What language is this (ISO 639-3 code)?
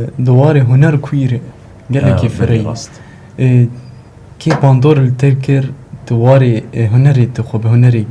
kur